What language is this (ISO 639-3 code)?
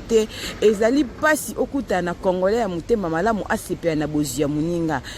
lin